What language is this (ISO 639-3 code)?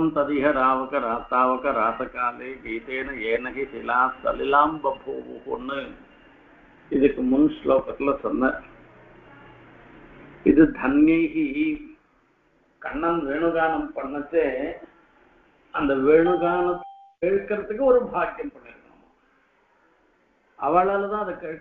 tam